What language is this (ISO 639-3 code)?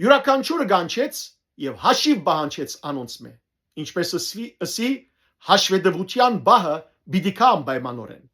hyw